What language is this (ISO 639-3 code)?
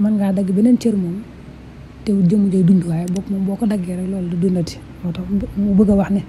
wol